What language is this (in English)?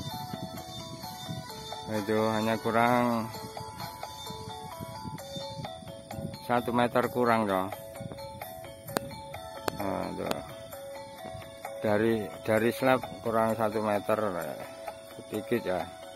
Indonesian